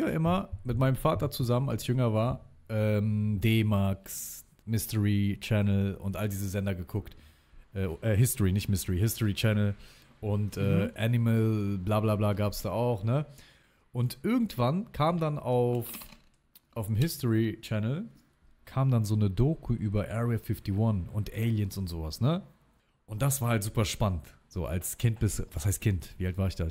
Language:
German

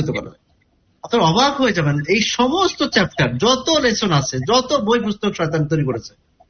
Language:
Bangla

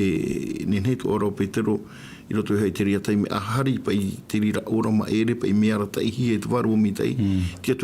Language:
Tahitian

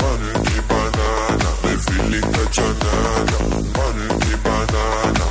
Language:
Kara-Kalpak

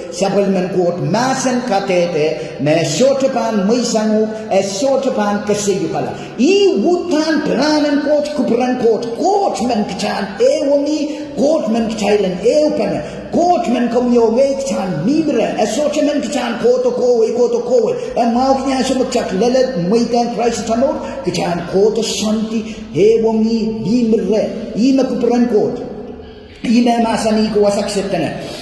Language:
Pohnpeian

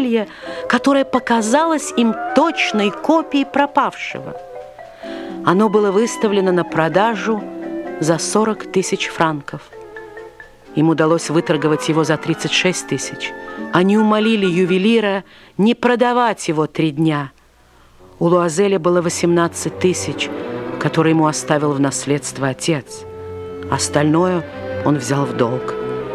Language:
Russian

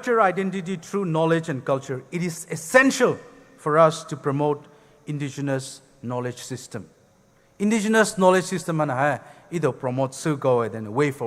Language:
Poumei Naga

